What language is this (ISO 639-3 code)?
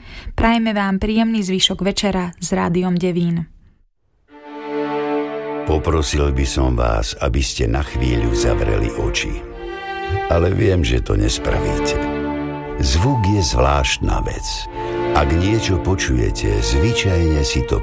slk